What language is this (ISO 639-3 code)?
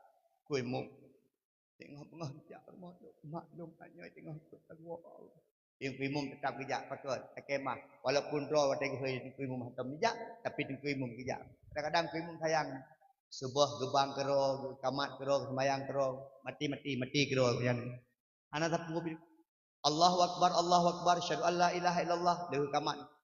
ace